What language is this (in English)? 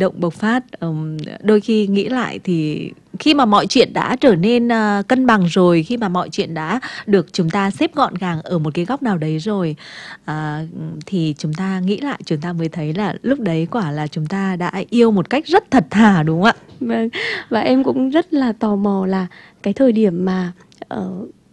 Vietnamese